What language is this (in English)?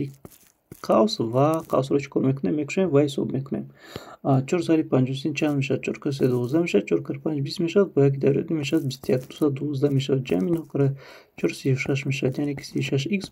Tajik